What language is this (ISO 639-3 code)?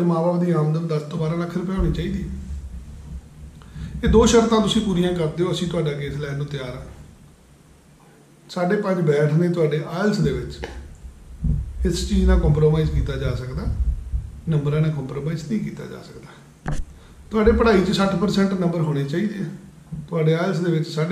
pan